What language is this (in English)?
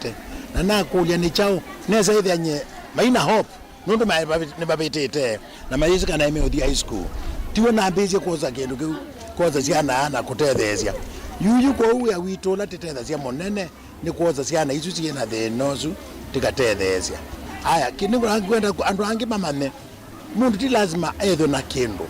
Kamba